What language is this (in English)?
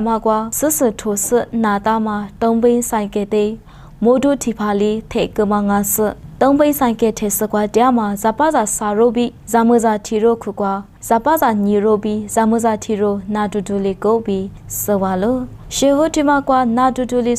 Lisu